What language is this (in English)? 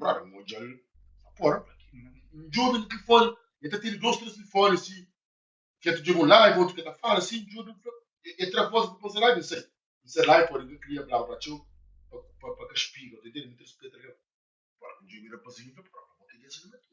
Kabuverdianu